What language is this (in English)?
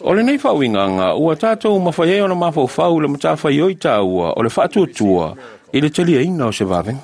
Samoan